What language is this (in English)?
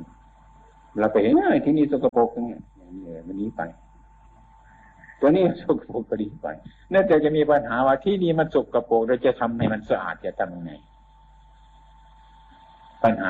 Thai